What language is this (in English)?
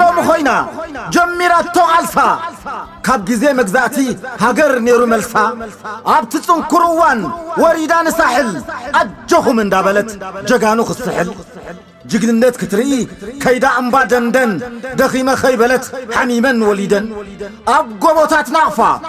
Tigrinya